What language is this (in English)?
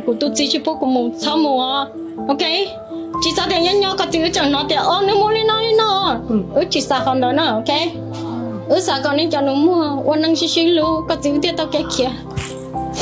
Hmong